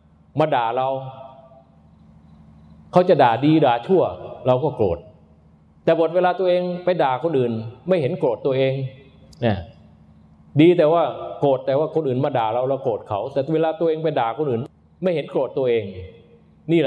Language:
Thai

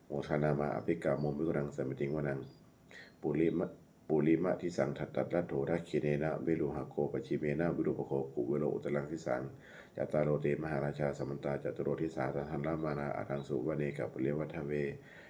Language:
Pali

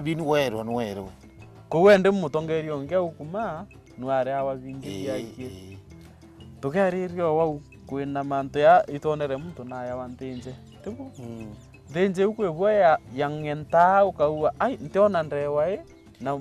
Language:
Meru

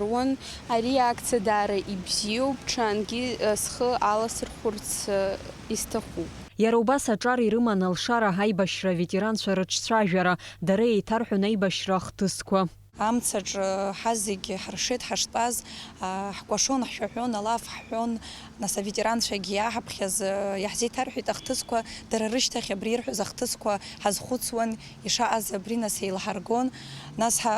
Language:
Abkhazian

